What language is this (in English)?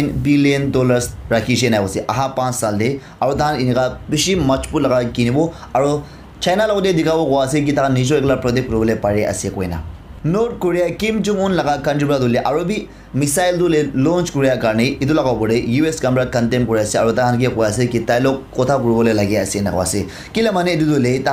Naga Pidgin